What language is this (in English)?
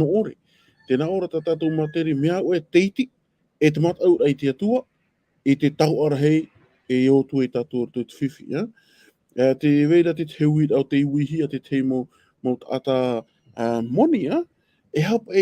Tahitian